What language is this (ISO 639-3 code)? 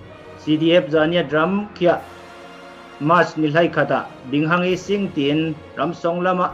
cfm